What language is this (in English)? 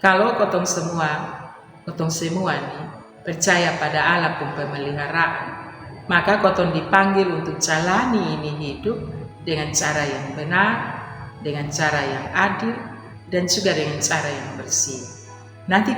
Kupang Malay